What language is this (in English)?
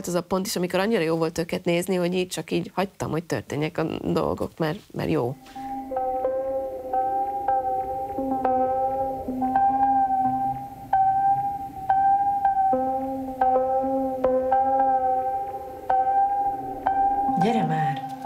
Hungarian